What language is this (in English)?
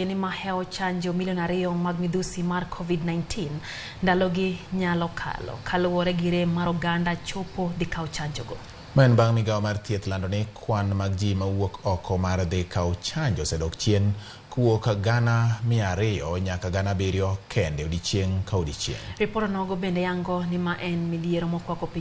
Luo (Kenya and Tanzania)